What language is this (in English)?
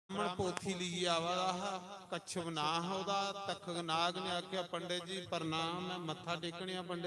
Dogri